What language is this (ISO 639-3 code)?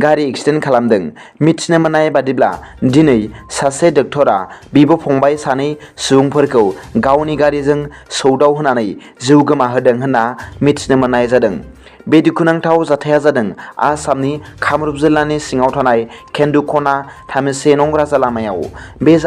brx